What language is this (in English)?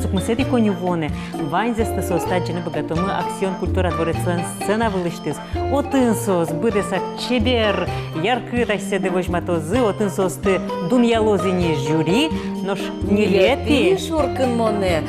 Udmurt